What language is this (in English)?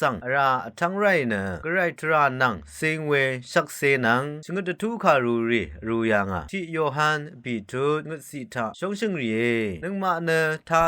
Rawang